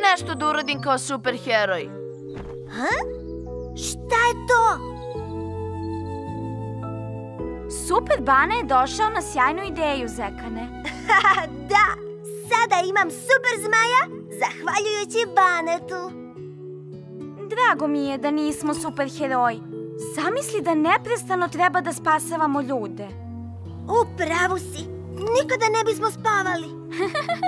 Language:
Serbian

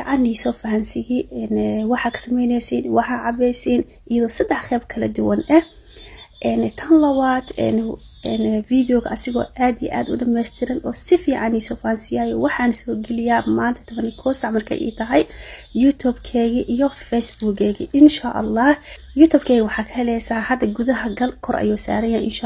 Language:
Somali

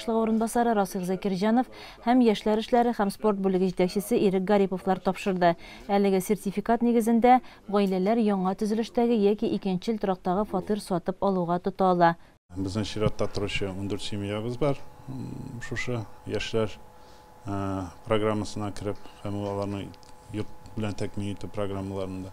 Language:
Tatar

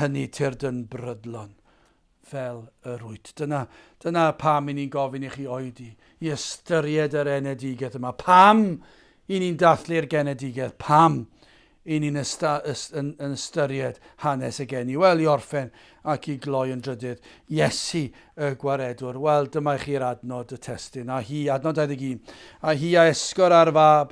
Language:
Welsh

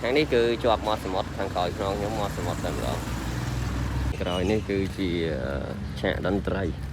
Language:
Khmer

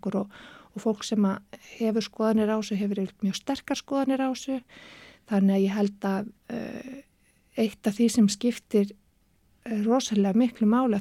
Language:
Icelandic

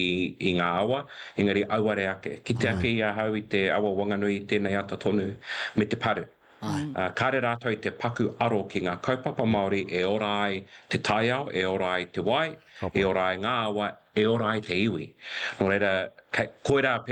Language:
Māori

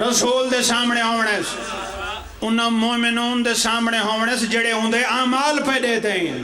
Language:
Pahari-Potwari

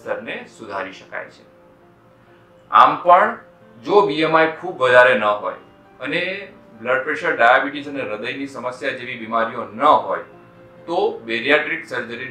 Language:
Gujarati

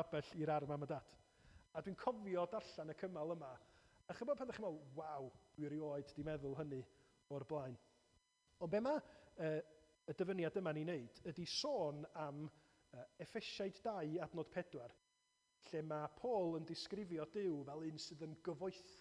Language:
Welsh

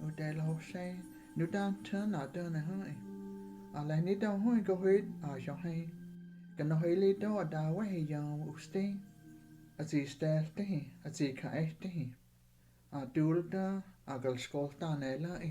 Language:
Cherokee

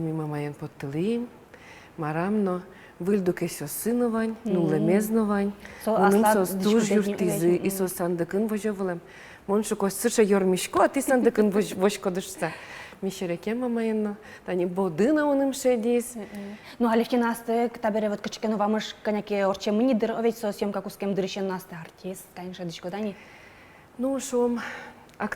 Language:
Udmurt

